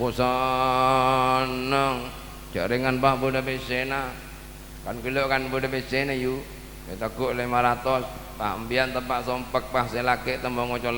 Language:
Madurese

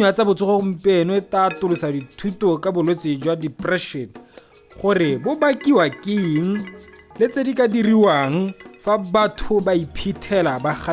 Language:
Tswana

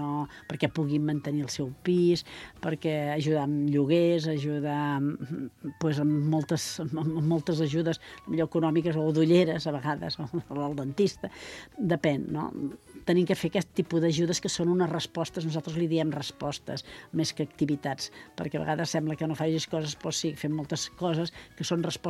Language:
Catalan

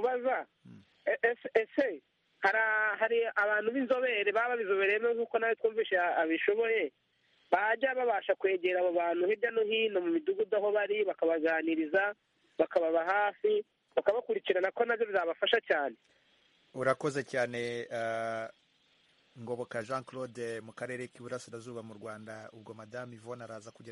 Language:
Kinyarwanda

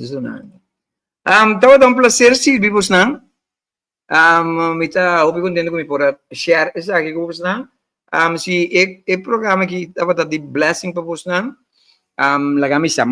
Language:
Papiamento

